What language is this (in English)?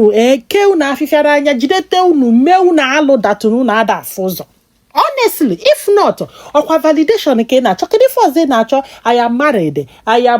Igbo